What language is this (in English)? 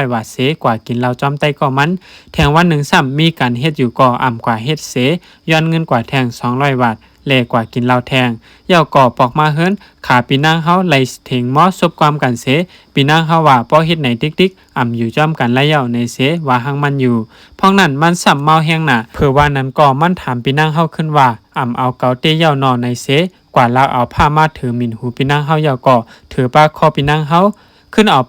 Shan